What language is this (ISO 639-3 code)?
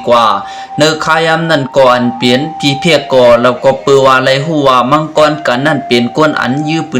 shn